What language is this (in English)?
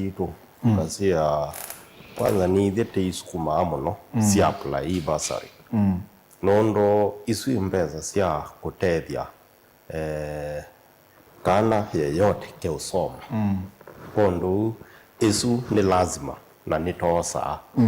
Kamba